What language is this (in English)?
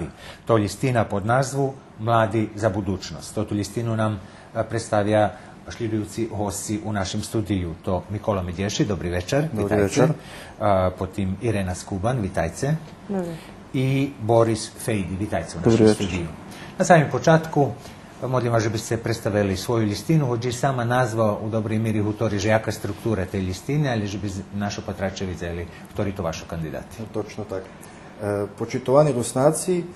Rusyn